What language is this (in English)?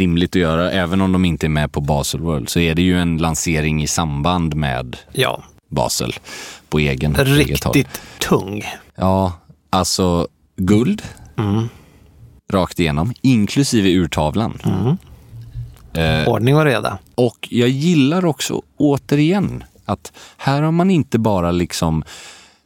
Swedish